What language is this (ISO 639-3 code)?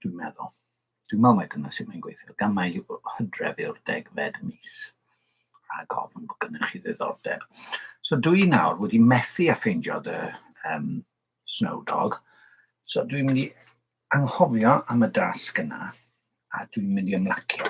cym